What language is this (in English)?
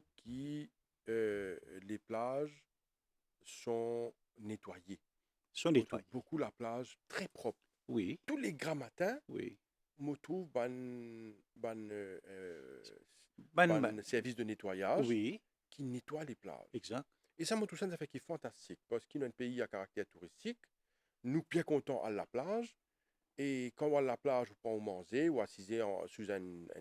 Morisyen